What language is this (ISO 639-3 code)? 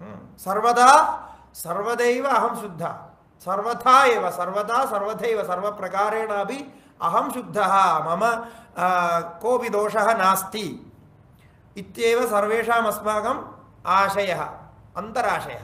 san